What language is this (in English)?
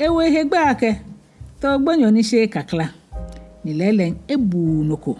Ga